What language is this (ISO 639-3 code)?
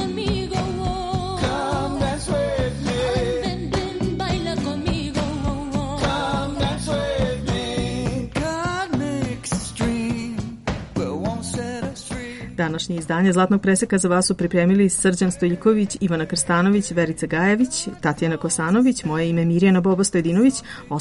srp